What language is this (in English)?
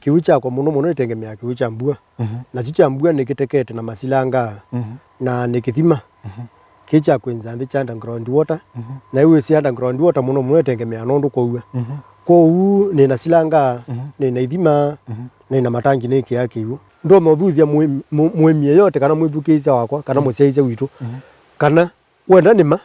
Kamba